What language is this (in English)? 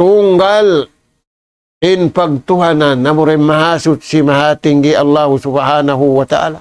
Tausug